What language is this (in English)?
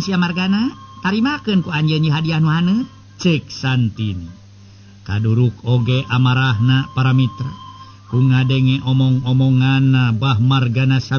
Sundanese